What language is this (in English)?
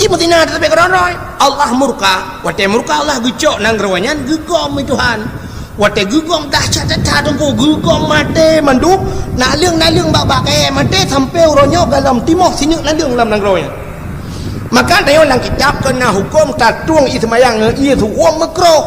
Achinese